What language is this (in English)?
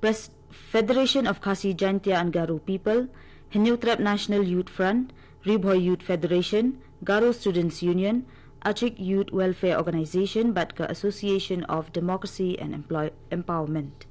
Khasi